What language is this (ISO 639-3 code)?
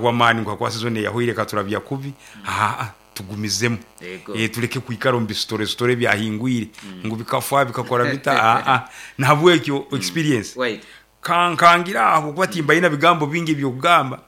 nyo